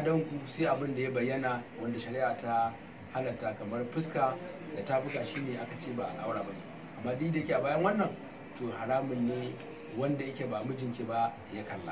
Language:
Hausa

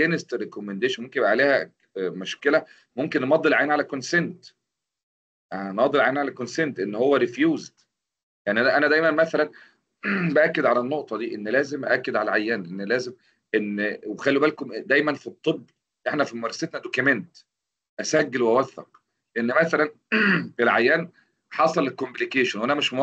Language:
Egyptian Arabic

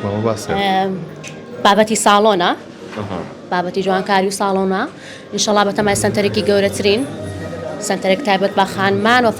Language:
Central Kurdish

